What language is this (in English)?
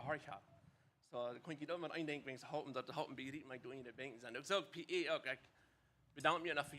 Plautdietsch